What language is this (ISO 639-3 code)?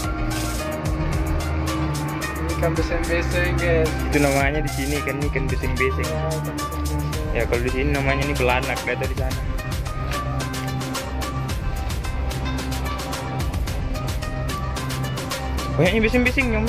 ind